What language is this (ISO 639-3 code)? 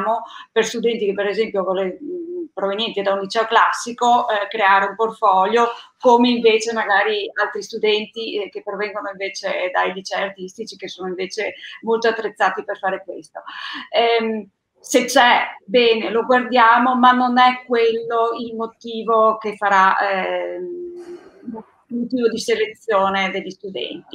ita